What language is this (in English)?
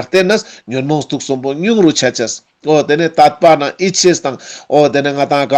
Ladakhi